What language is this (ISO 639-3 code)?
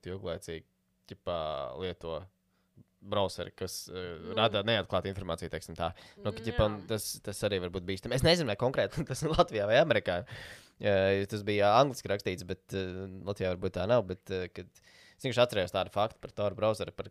lav